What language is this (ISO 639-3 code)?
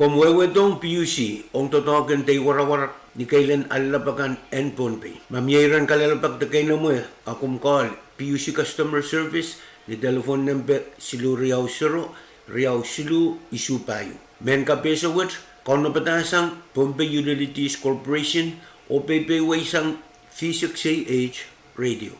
pon